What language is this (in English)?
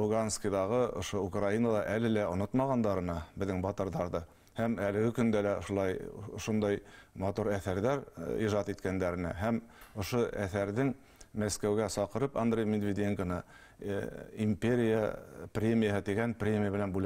Bashkir